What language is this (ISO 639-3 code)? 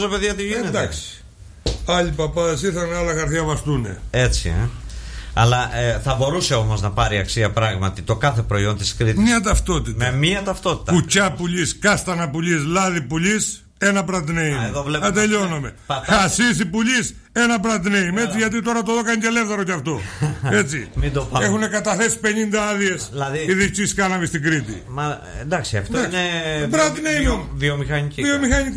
ell